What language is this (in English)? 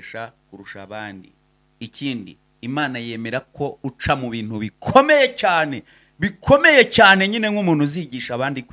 Kinyarwanda